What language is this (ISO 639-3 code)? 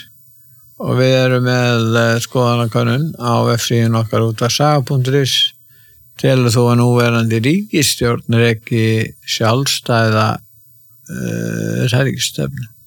isl